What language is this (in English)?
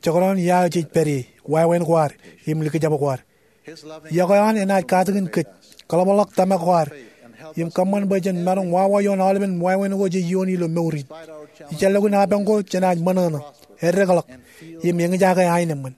Marshallese